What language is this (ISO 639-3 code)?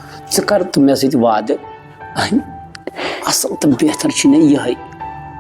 kas